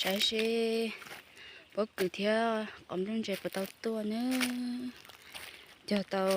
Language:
Hmong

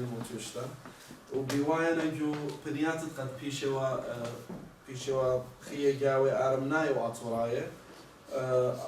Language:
Assyrian Neo-Aramaic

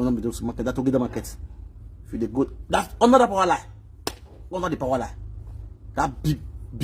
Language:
Nigerian Pidgin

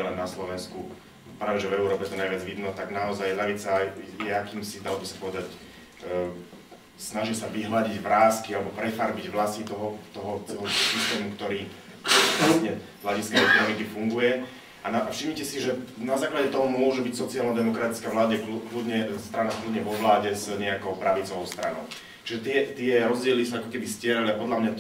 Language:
Slovak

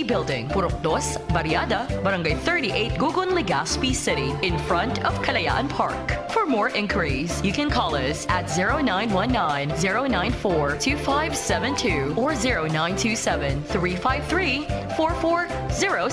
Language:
Bikol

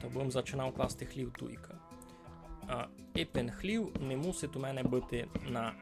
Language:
Rusyn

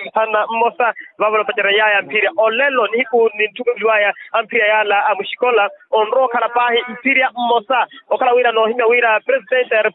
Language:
Makhuwa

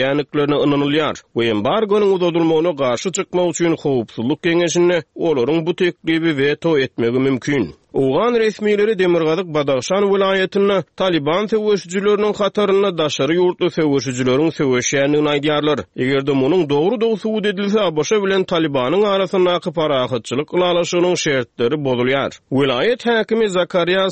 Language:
Turkmen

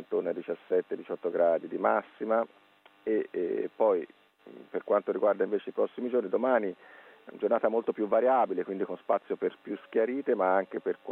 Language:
Italian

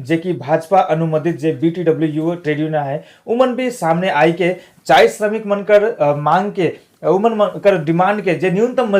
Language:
Sadri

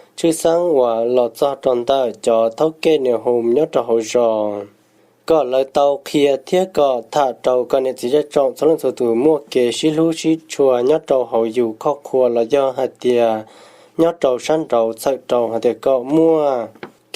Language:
Hmong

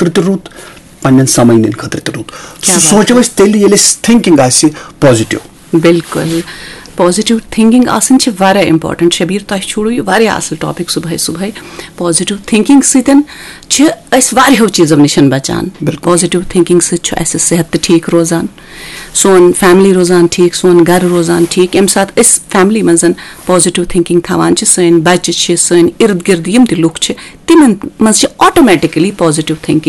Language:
Kashmiri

